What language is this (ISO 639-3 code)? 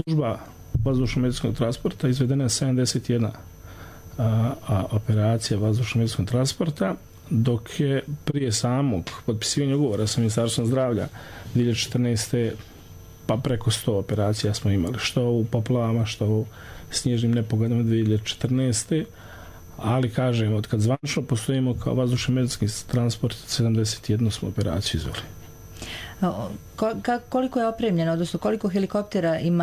bos